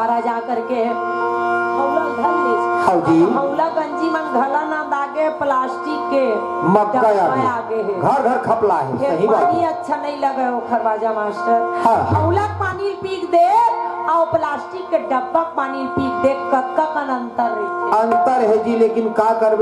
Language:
Chhattisgarhi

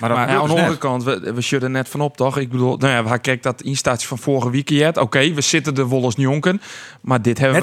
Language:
Western Frisian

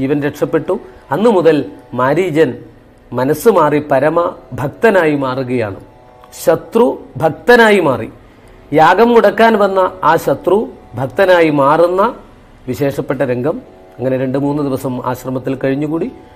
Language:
Malayalam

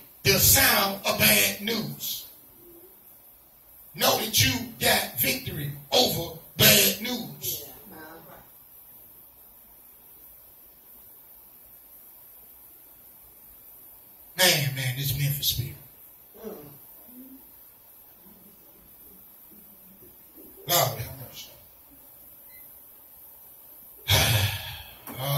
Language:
English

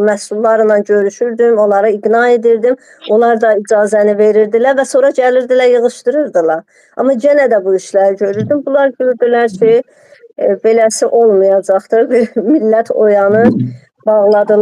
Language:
Azerbaijani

